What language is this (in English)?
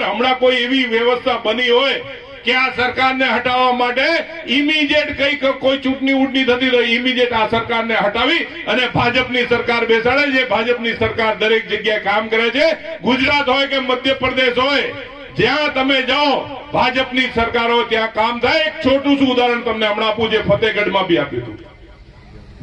Gujarati